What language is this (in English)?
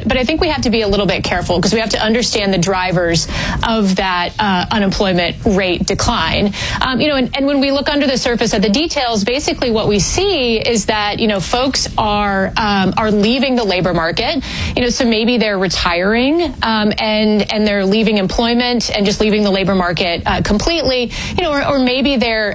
English